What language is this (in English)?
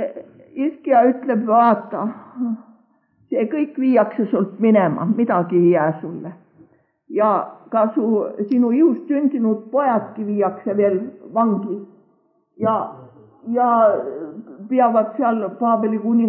Estonian